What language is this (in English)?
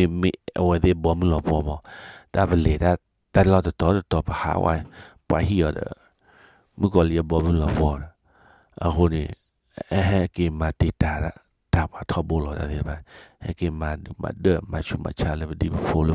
S'gaw Karen